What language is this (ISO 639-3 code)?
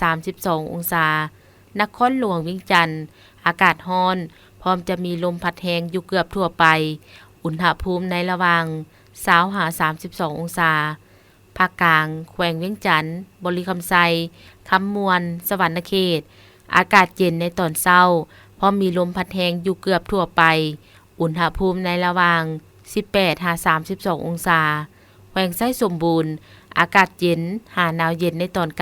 lao